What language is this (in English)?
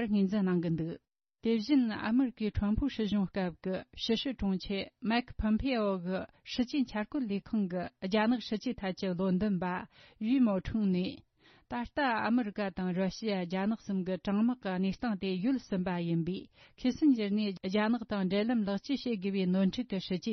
Tibetan